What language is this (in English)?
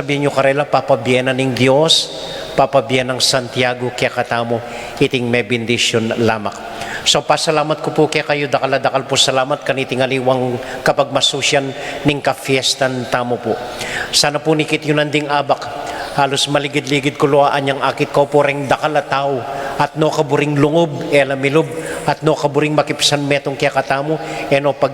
Pampanga